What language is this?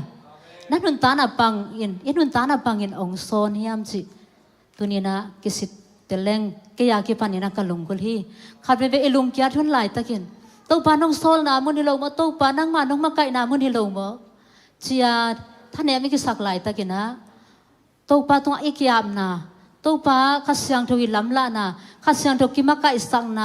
Tedim Chin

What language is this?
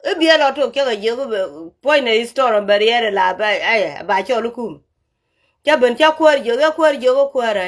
Nuer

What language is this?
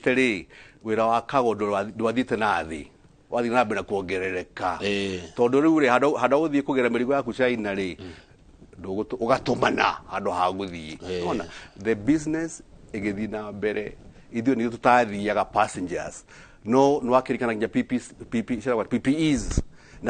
Kikuyu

